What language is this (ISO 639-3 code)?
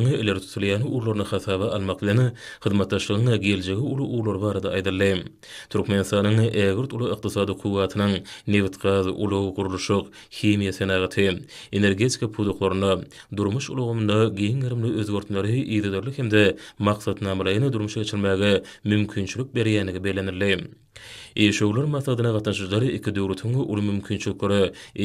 tuk